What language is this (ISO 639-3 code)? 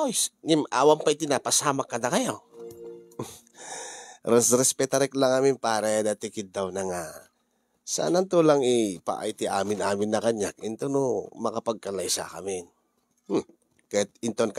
ilo